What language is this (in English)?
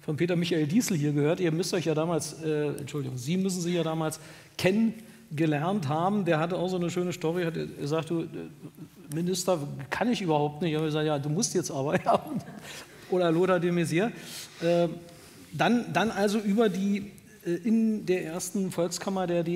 German